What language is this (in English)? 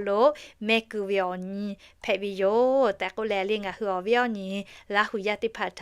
Lahu